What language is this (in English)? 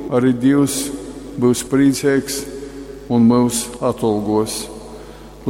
Latgalian